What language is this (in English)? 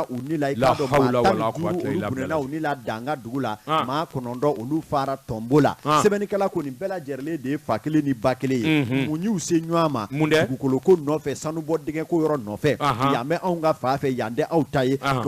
Bambara